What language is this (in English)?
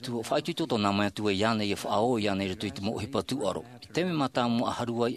Tahitian